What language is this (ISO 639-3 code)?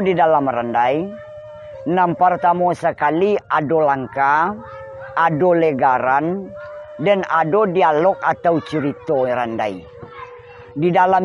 min